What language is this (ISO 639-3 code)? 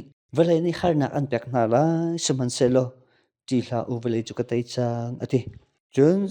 cnh